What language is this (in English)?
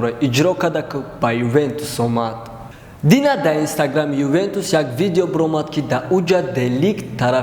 Tajik